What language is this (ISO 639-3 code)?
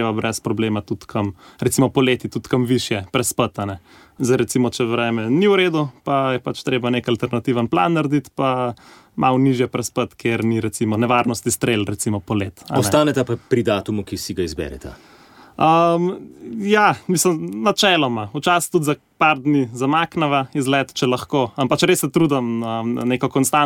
slv